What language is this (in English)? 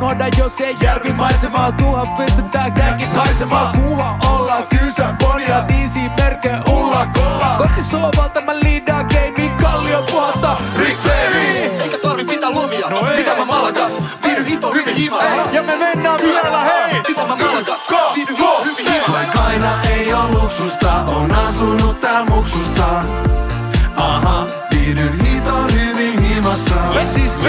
Finnish